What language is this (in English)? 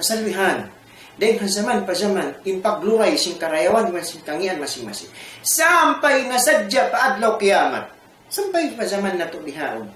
Tausug